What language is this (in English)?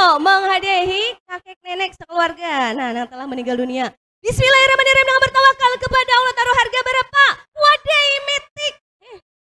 Banjar